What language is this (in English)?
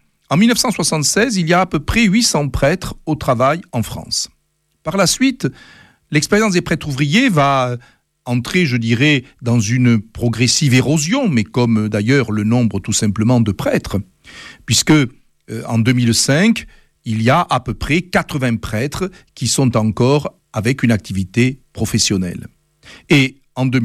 French